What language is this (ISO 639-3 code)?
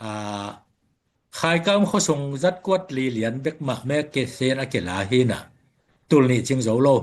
ctd